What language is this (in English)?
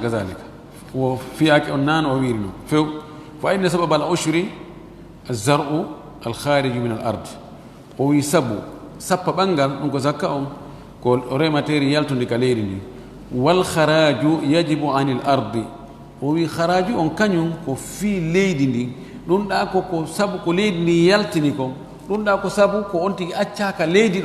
Fula